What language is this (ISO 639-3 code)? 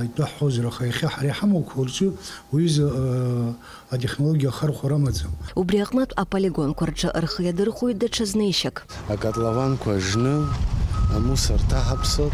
abk